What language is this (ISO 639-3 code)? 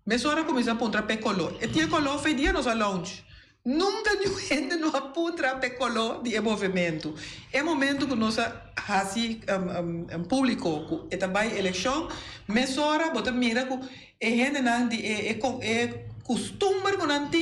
pap